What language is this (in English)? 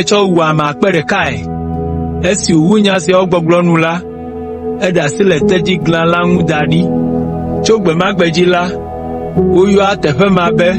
Ewe